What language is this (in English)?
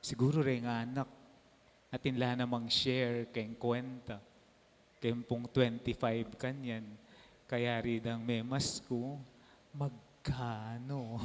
Pampanga